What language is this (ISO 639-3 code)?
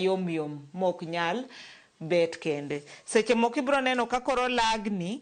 luo